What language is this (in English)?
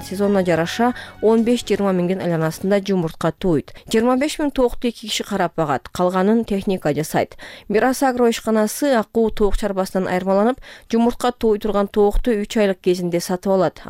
Kyrgyz